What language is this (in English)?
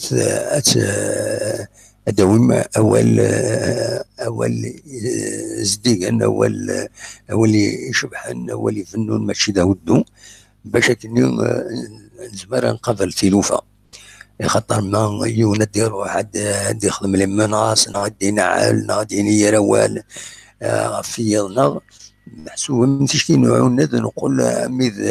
Kabyle